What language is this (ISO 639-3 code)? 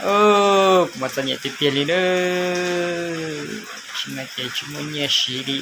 hmn